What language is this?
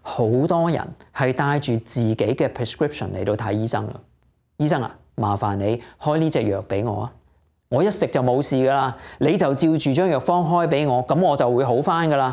Cantonese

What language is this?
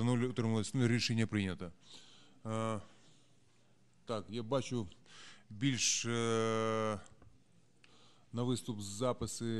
Ukrainian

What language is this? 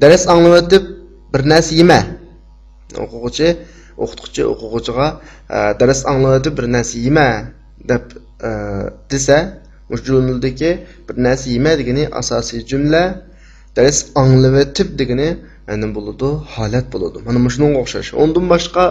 Uyghur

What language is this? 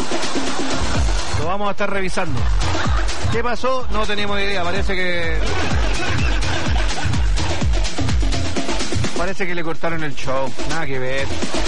Spanish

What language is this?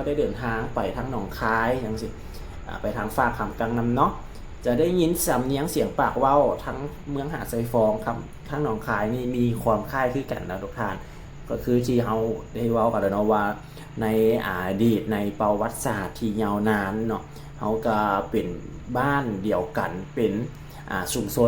Lao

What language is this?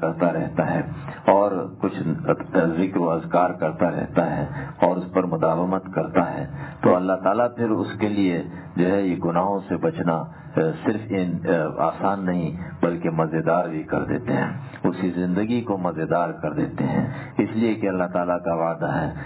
Urdu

